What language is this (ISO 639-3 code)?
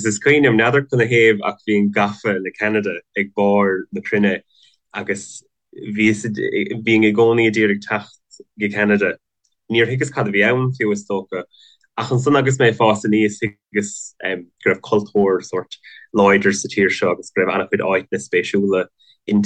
gle